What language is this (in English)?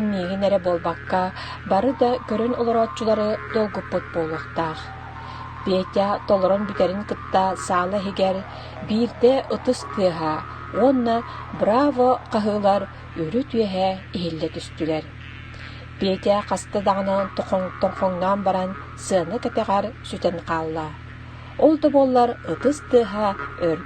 Yakut